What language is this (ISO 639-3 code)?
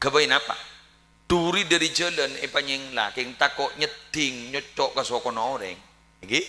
mad